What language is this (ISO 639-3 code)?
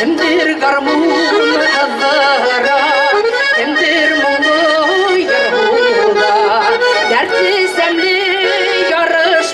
bak